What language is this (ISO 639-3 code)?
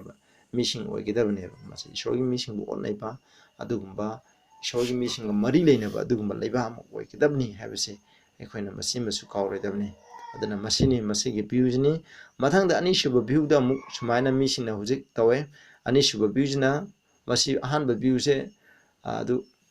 mni